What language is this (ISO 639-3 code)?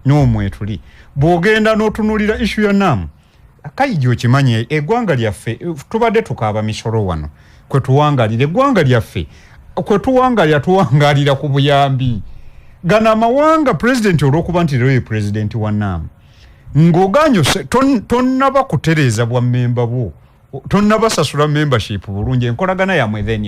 lug